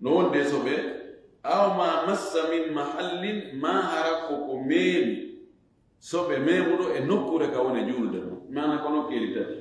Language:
Fula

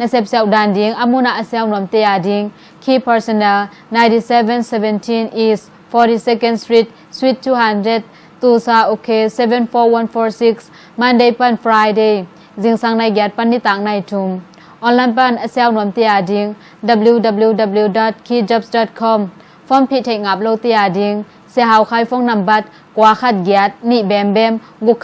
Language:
Tedim Chin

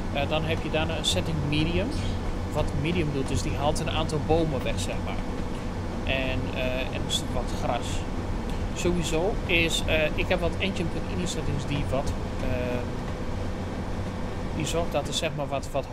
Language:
Dutch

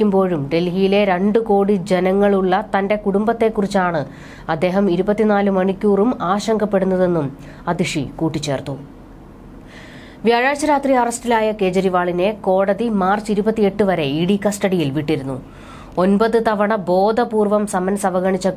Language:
Malayalam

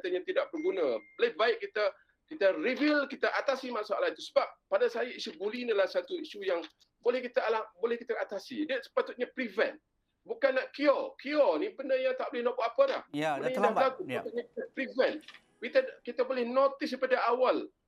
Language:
Malay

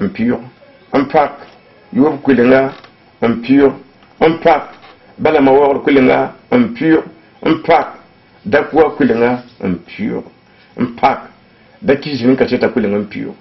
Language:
Mossi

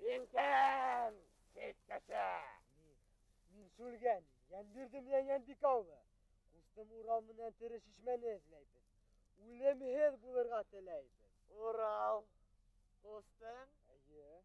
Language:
Bashkir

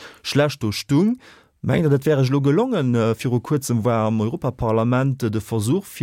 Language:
Luxembourgish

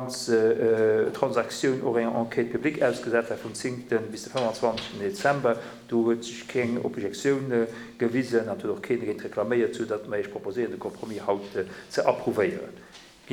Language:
Luxembourgish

